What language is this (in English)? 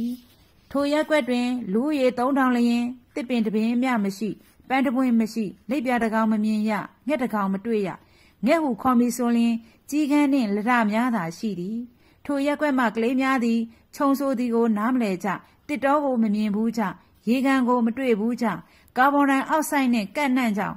Burmese